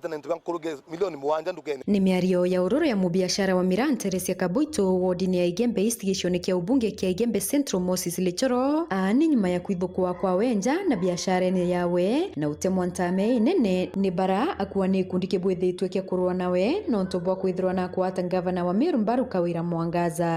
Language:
Meru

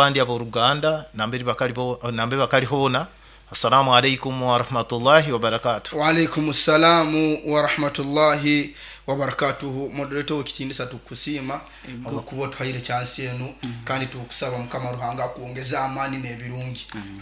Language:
Nyoro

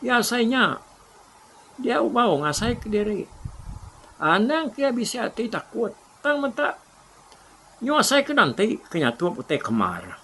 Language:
Iban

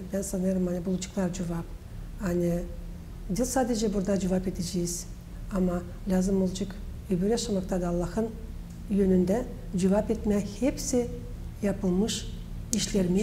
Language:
Gagauz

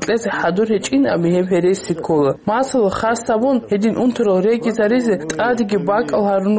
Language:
Avaric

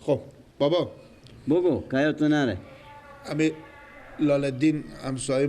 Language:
Persian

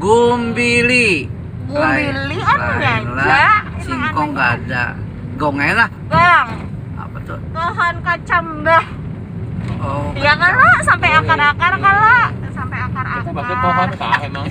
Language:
Banjar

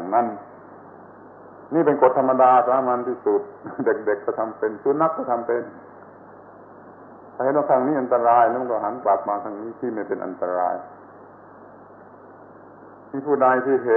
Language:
Thai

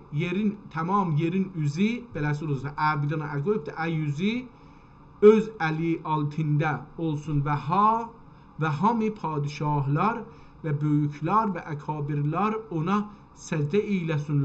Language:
South Azerbaijani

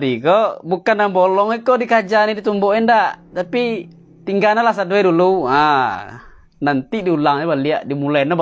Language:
Minangkabau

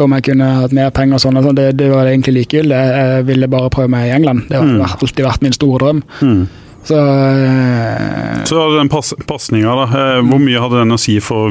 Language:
Norwegian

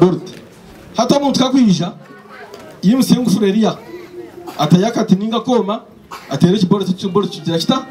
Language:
Nyankole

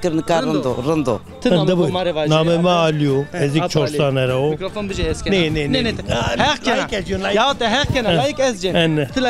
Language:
Zaza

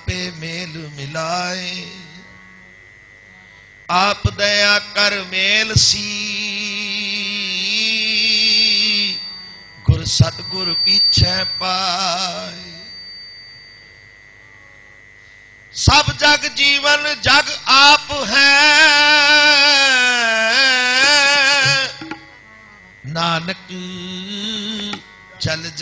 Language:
Punjabi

